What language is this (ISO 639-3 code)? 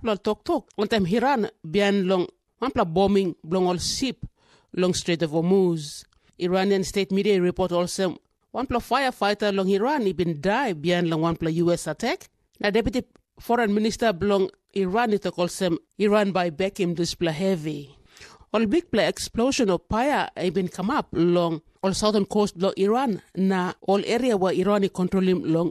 tpi